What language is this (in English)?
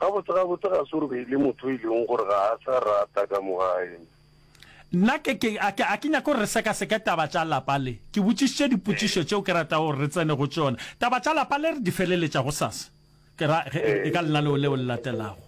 Northern Sotho